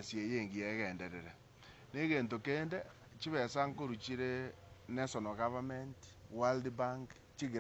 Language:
Gusii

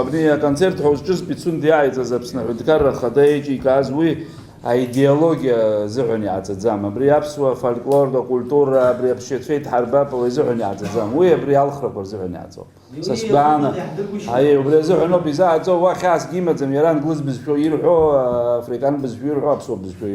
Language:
Abkhazian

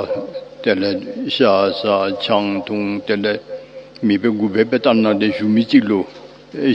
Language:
Tibetan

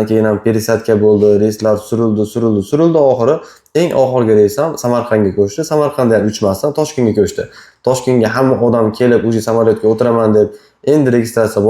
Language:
Uzbek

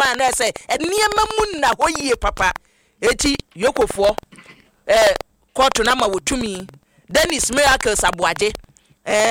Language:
Akan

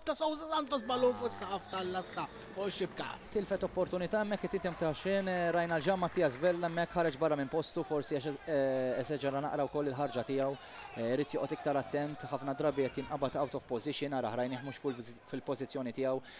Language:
Maltese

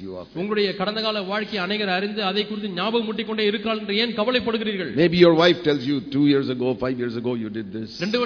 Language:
Tamil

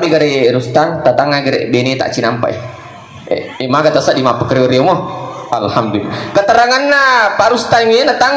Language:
Buginese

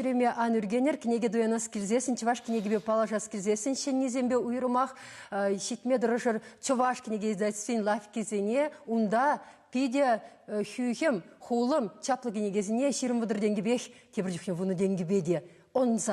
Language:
Chuvash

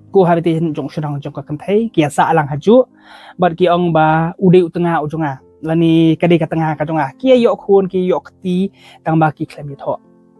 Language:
Khasi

